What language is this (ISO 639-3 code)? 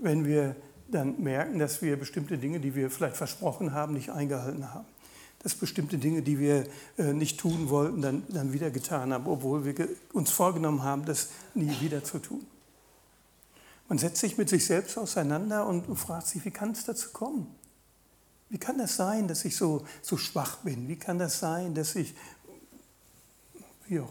deu